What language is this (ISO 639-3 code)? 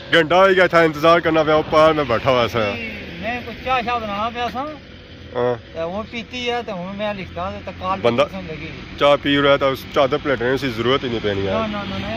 phr